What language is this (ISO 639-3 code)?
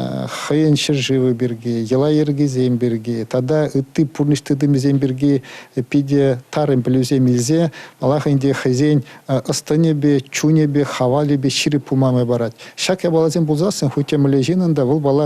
chv